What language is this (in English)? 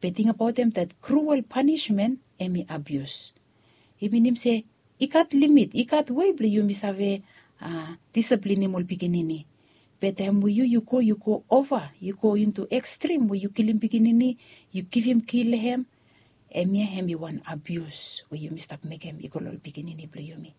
Bislama